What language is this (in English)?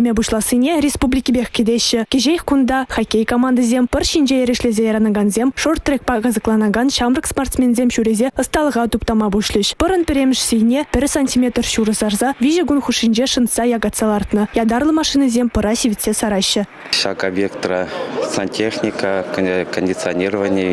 Chuvash